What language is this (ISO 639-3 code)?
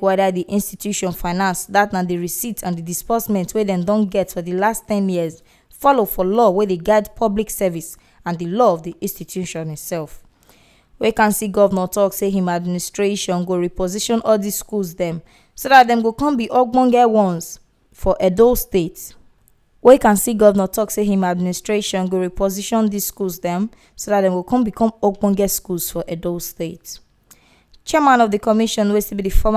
pcm